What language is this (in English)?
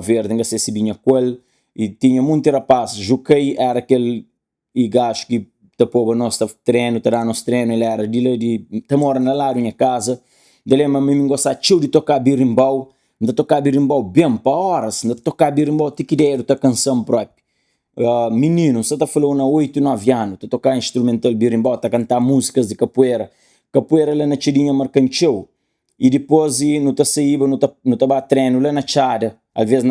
Kabuverdianu